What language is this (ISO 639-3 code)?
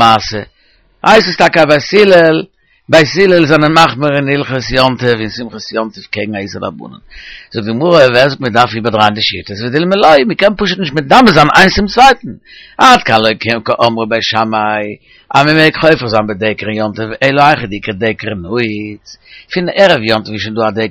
yid